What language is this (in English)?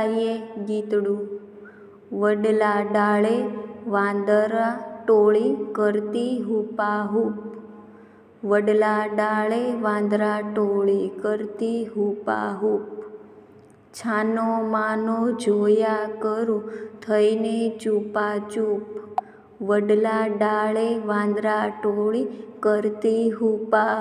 Gujarati